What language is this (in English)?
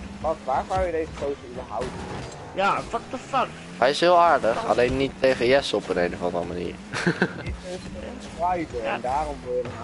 Dutch